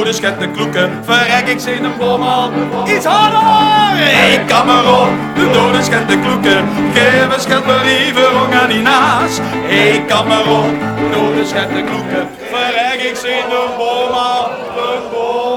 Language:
Limburgish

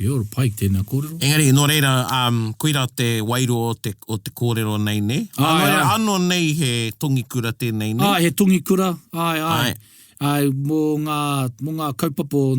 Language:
Māori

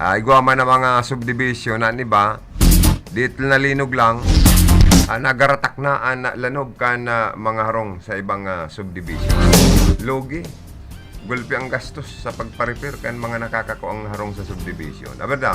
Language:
Bikol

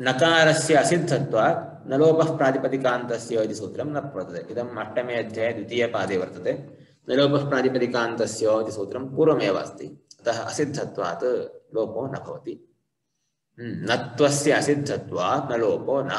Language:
Sanskrit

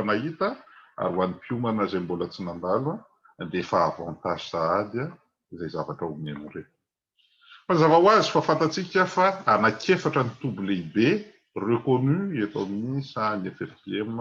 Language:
Malagasy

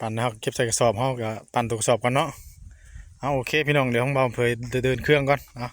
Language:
Northeastern Thai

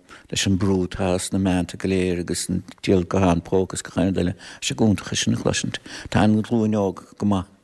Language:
Irish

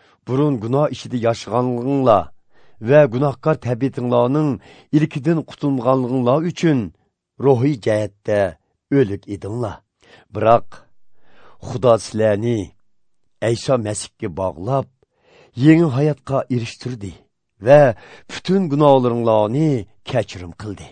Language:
Uyghur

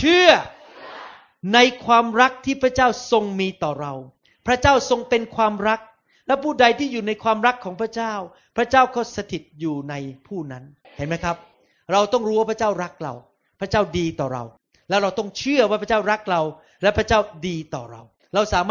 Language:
Thai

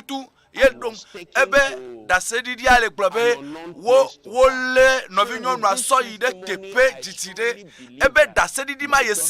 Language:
Ewe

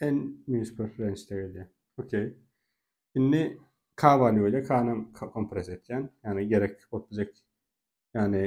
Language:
Turkmen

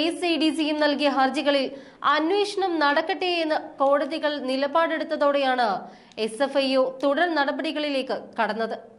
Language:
Malayalam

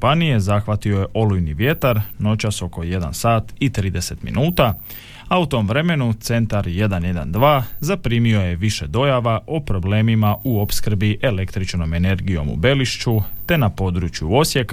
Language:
Croatian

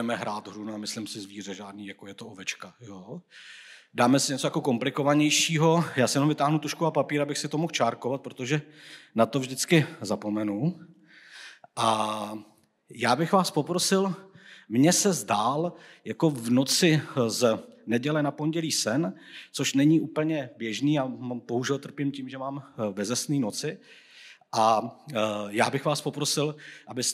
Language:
Czech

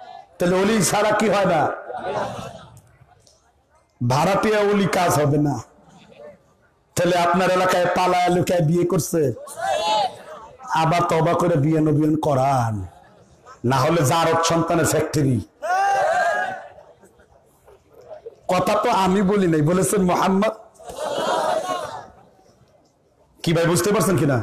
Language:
Bangla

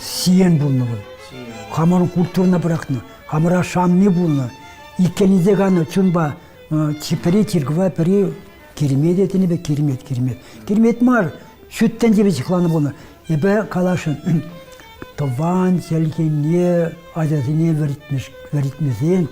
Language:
Chuvash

